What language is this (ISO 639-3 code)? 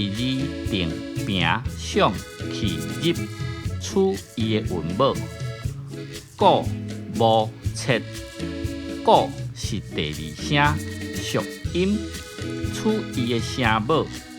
nan